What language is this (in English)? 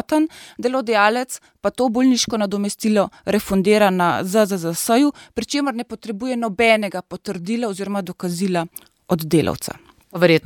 Slovenian